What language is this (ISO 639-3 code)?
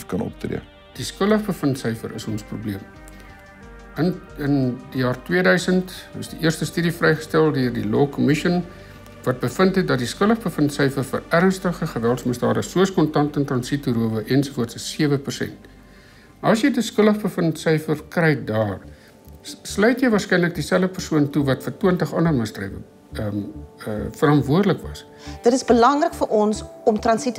afr